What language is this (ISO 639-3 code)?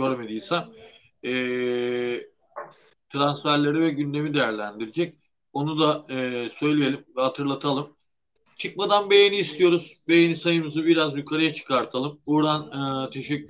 tur